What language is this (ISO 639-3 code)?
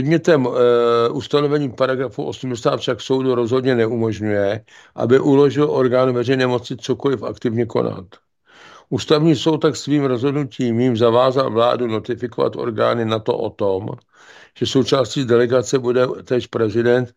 ces